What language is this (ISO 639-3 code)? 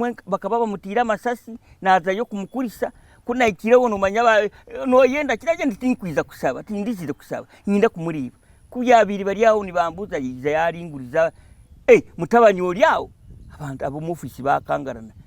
nyn